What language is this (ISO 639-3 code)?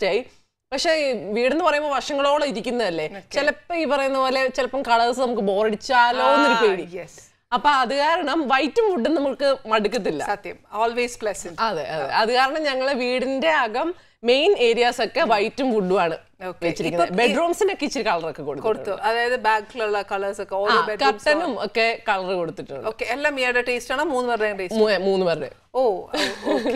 mal